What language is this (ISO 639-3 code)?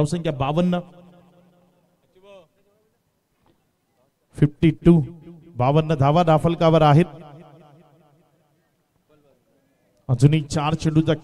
mar